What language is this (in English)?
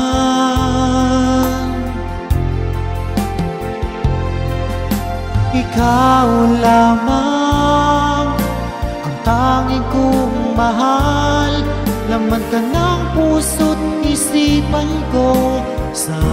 Filipino